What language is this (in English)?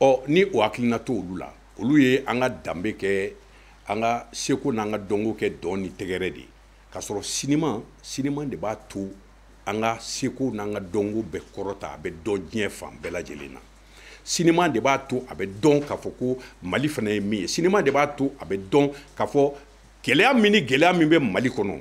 Bambara